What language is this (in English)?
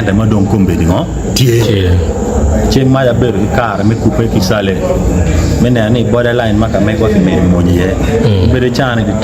Acoli